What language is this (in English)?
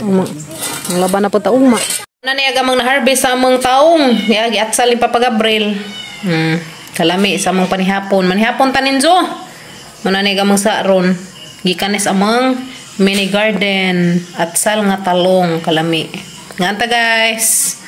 Cebuano